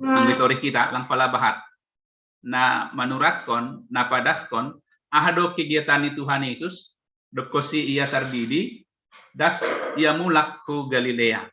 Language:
Batak Simalungun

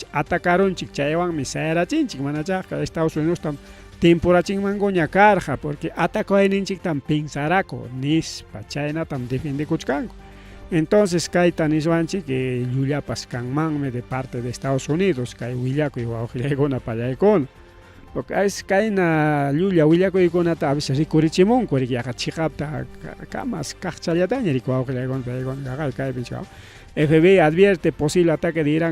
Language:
Ayacucho Quechua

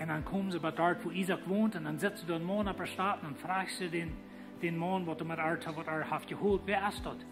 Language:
Plautdietsch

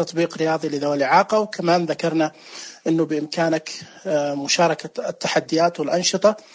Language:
Najdi Arabic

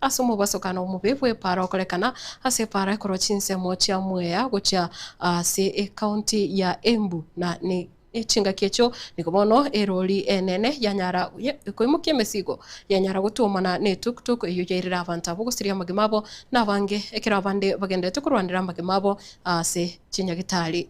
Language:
Gusii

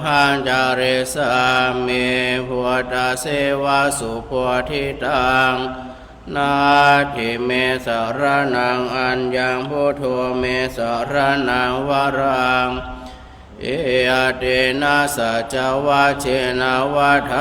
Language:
Pali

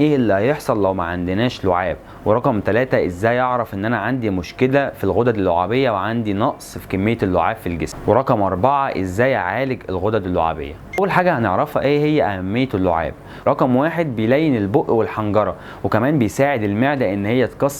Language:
Egyptian Arabic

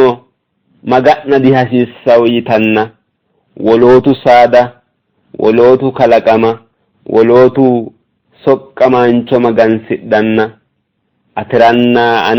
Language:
Sidamo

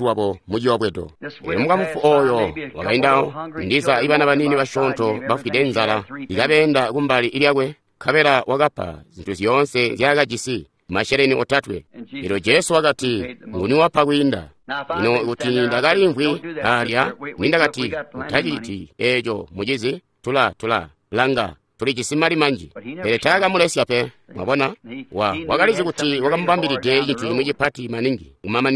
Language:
Tonga (Zambia)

